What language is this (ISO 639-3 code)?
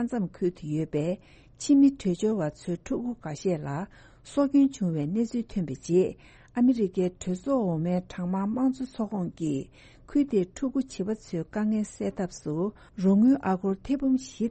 bod